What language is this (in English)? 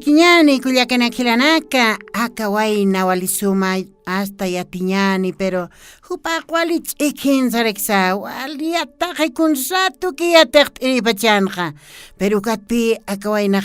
Aymara